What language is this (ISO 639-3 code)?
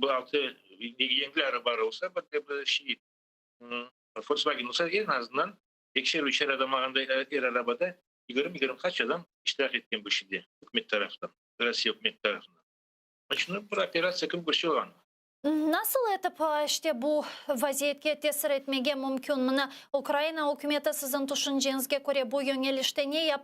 crh